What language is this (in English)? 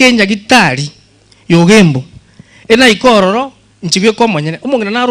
Gusii